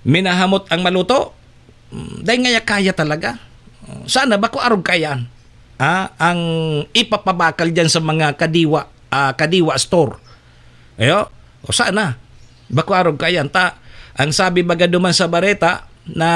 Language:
Bikol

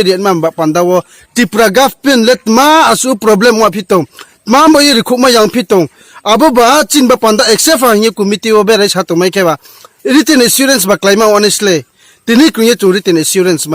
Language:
Riang (India)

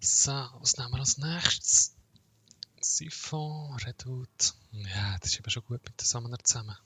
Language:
Swiss German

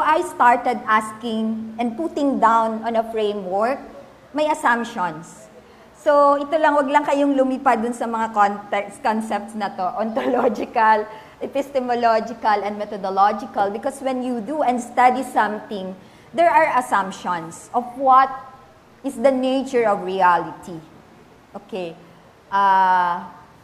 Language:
Filipino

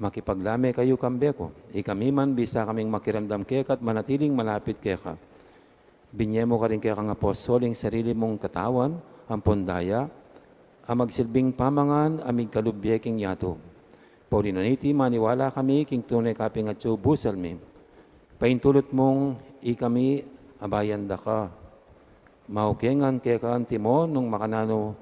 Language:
Pampanga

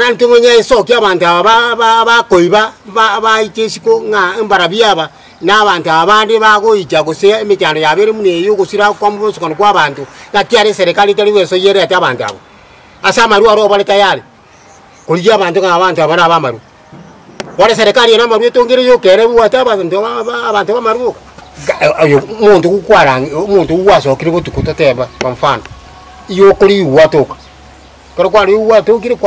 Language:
Gusii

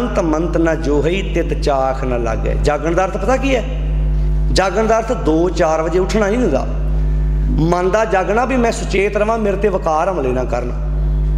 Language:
Punjabi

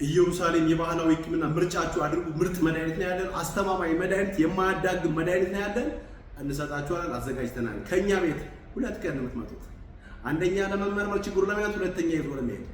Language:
Amharic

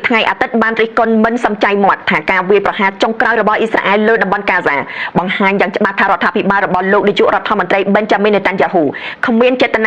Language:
Khmer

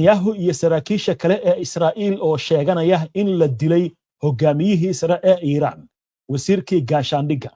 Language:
Somali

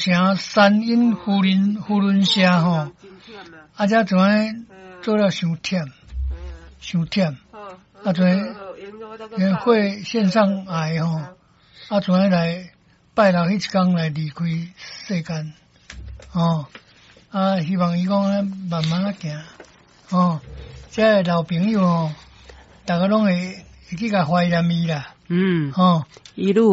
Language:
Min Nan Chinese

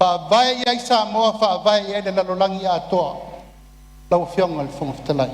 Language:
Samoan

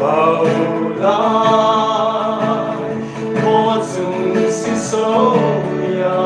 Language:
Riang (India)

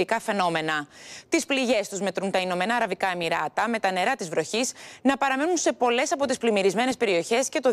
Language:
Greek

